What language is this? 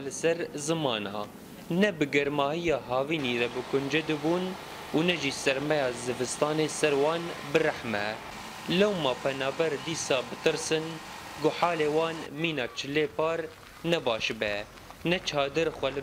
Kurdish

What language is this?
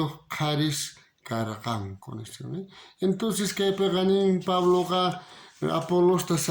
South Bolivian Quechua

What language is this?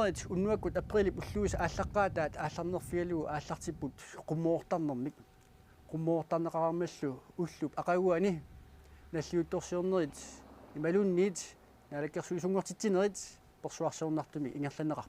Kalaallisut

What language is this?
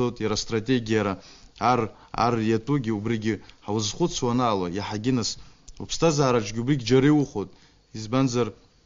Abkhazian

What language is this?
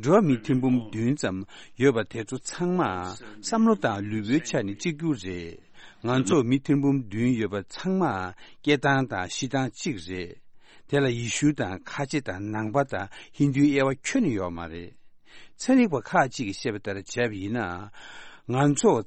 Tibetan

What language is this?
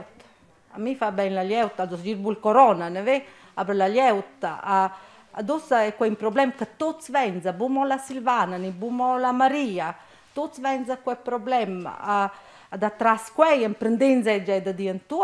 Romansh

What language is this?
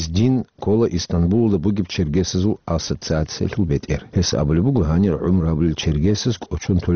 Avaric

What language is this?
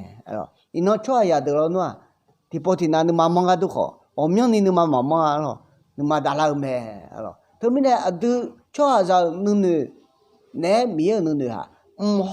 Akha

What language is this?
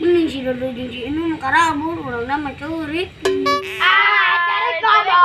Sundanese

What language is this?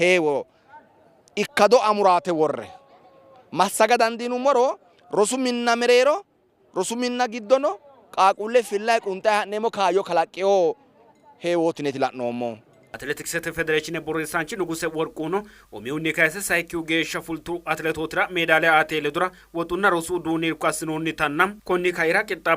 Sidamo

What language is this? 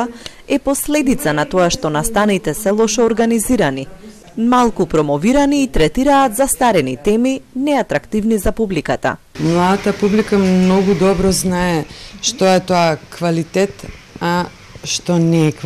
Macedonian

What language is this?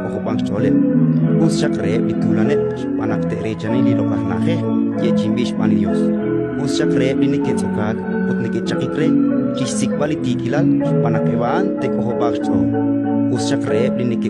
Kekchí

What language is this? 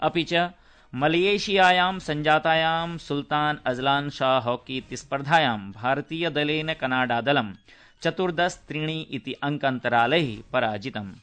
Sanskrit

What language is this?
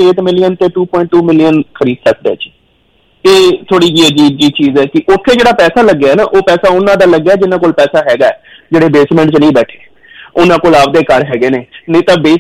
Punjabi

